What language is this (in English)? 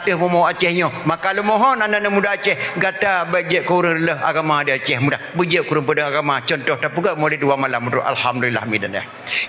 Achinese